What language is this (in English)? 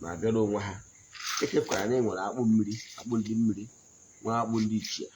Igbo